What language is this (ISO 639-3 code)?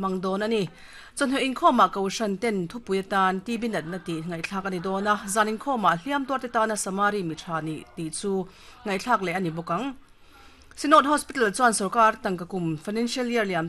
lus